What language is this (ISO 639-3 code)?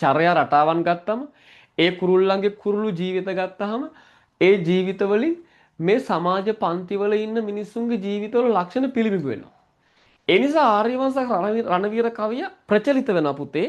sin